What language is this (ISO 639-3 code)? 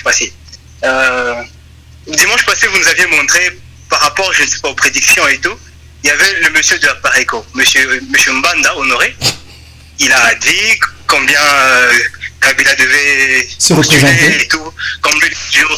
fra